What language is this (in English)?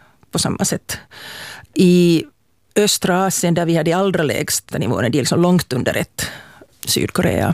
Swedish